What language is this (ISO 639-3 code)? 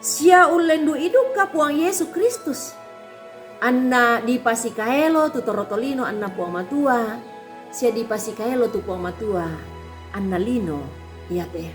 sda